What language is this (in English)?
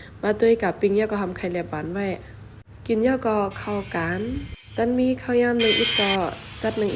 Shan